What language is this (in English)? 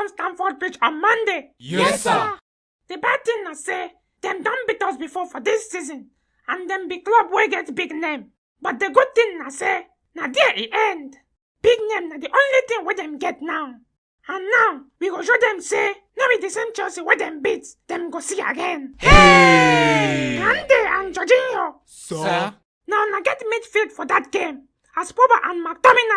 Nigerian Pidgin